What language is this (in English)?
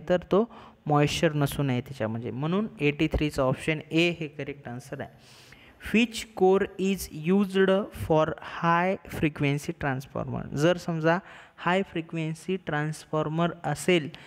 Marathi